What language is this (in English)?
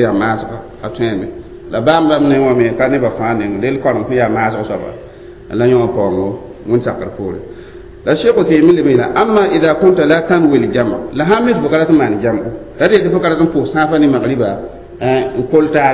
Mossi